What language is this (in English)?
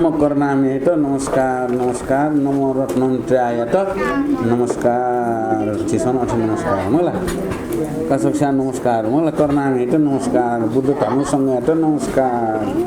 Newari